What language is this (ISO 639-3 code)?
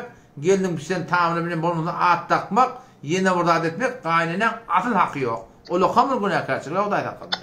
tuk